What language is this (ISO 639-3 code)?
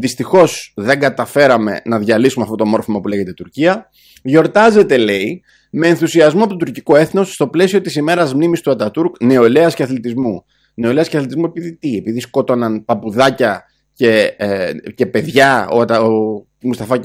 ell